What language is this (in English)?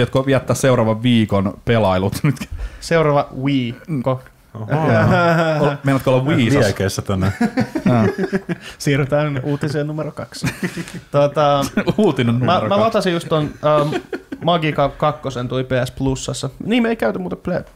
Finnish